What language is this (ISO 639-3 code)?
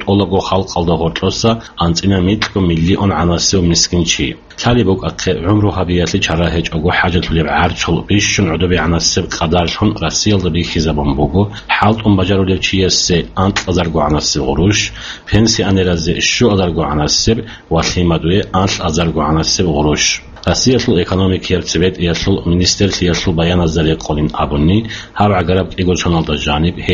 ava